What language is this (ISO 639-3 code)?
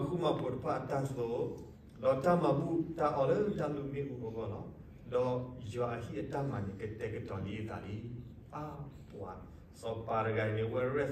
ksw